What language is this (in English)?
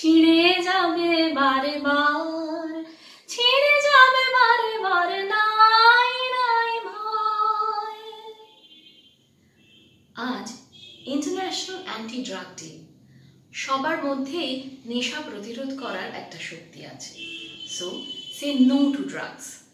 Bangla